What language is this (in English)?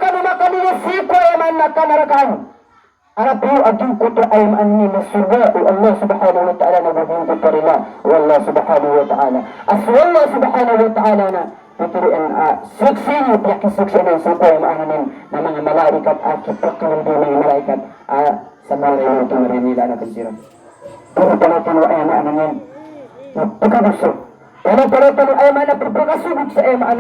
Maranao